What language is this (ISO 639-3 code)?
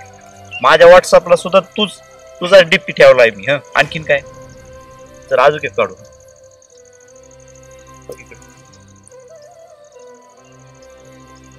mar